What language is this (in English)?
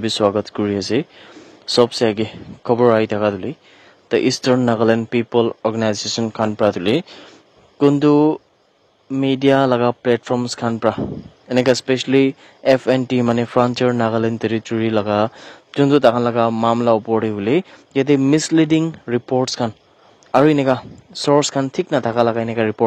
Naga Pidgin